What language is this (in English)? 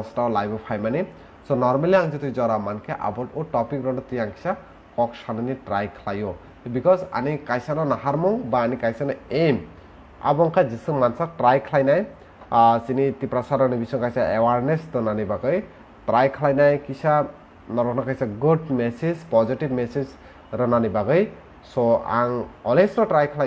Kok Borok